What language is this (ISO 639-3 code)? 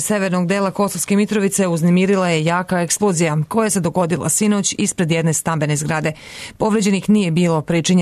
srp